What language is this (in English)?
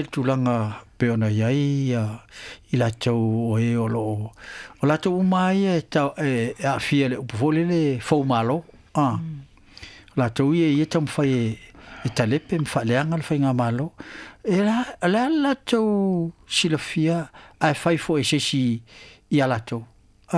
Samoan